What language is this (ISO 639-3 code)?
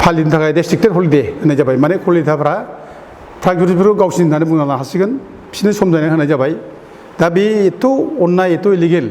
brx